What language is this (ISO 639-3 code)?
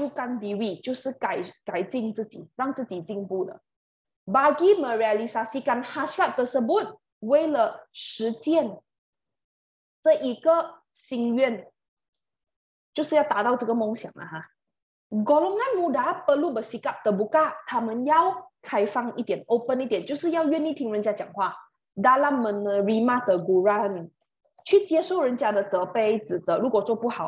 zho